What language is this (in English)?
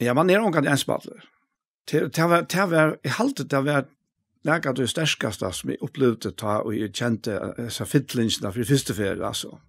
Faroese